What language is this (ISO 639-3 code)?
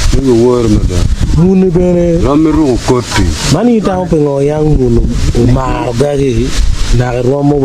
ach